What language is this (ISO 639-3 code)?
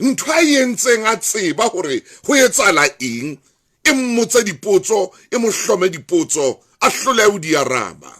sot